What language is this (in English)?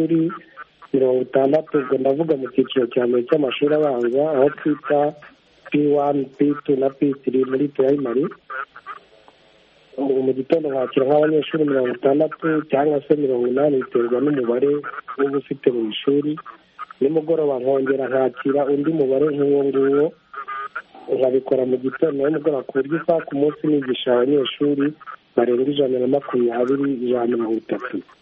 Kinyarwanda